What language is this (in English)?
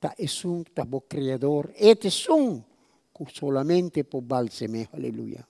Papiamento